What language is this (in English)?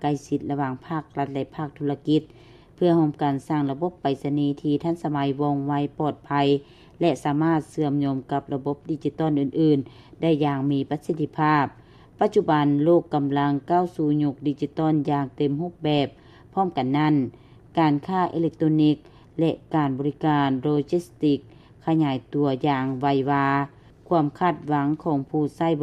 Lao